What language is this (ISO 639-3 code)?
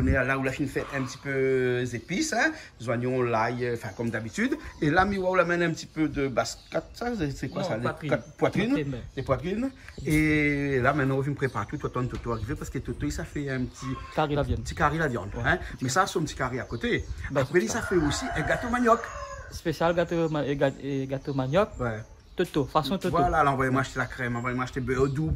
rcf